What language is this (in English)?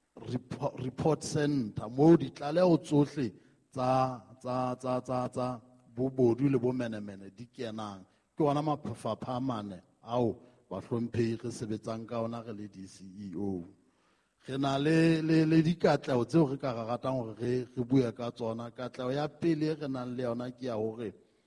Southern Sotho